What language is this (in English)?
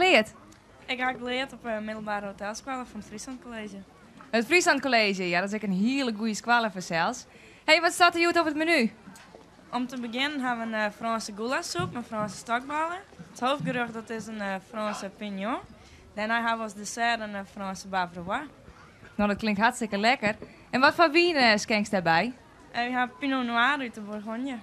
Western Frisian